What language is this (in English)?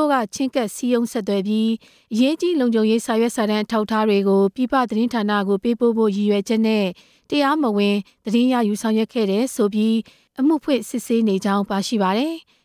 Burmese